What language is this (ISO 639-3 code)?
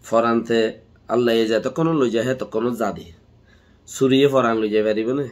rhg